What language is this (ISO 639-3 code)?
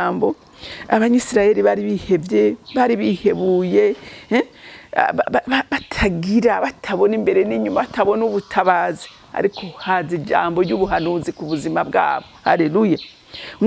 run